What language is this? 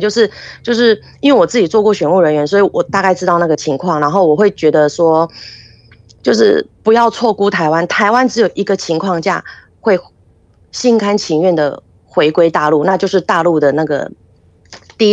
Chinese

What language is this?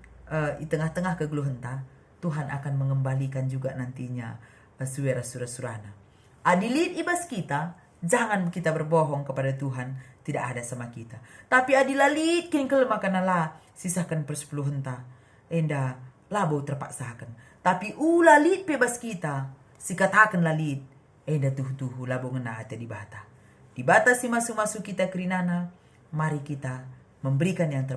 Batak Karo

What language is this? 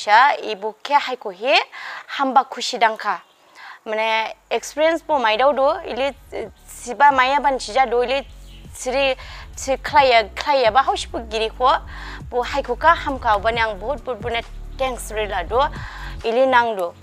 Dimasa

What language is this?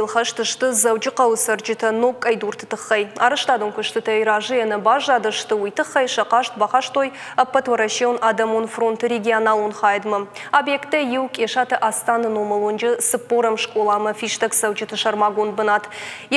Ossetic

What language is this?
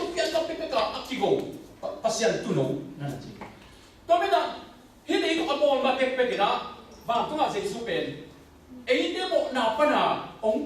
Tedim Chin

